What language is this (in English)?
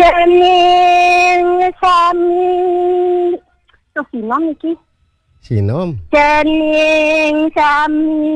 Balinese